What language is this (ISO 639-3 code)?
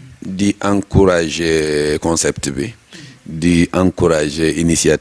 wol